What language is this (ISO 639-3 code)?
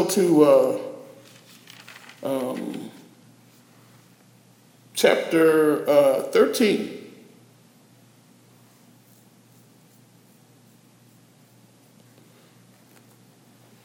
eng